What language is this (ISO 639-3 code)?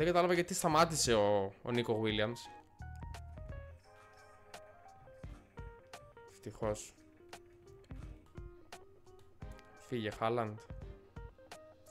ell